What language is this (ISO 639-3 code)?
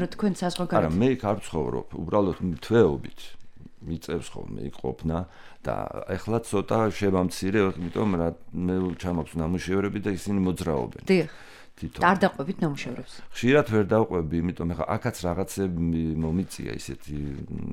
kat